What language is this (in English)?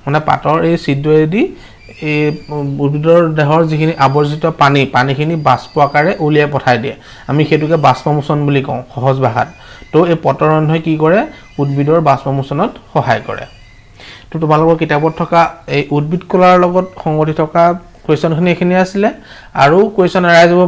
Assamese